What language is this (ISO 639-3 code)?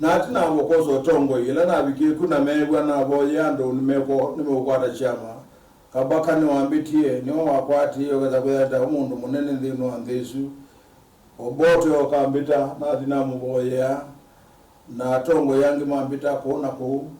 kam